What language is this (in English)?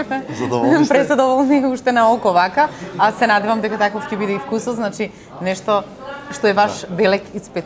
Macedonian